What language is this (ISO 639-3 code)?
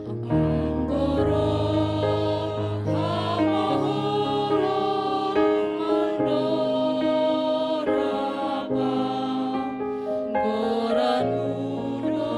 bts